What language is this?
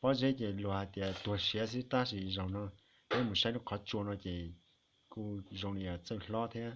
Hmong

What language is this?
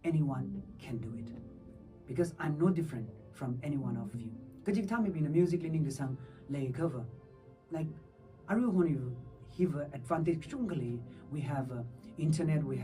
Tangkhul Naga (India)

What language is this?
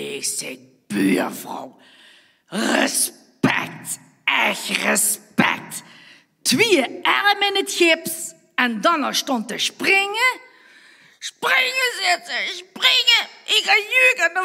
Limburgish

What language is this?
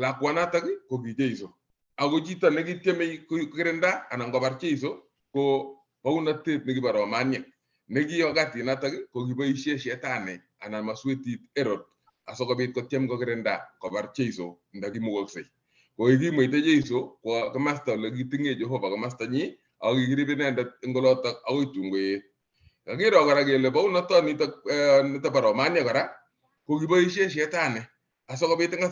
Kalenjin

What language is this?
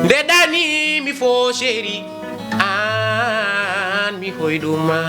Fula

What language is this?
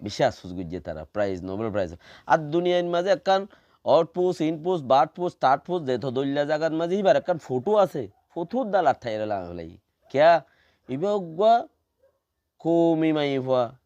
Rohingya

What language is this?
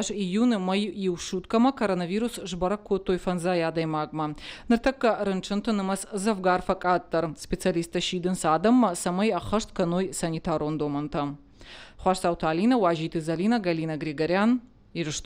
Ossetic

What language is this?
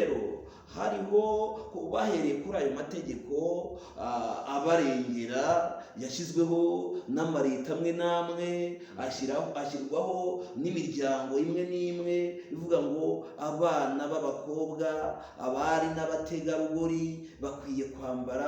Kinyarwanda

